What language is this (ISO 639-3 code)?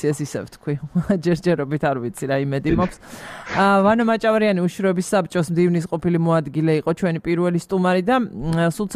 kat